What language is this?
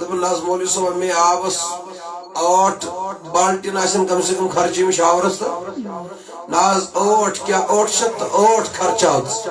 Kashmiri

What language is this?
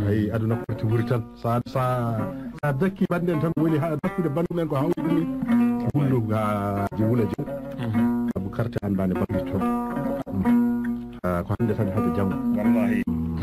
Fula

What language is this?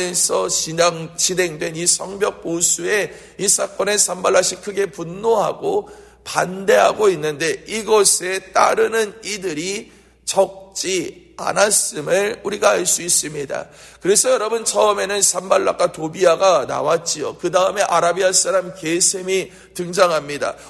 Korean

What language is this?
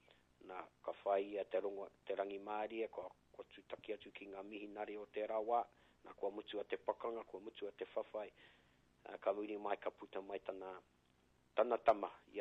Māori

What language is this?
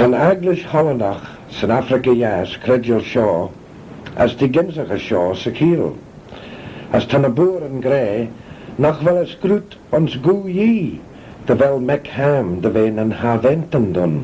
Manx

